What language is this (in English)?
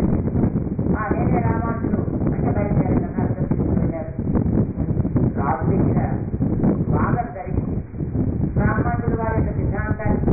Telugu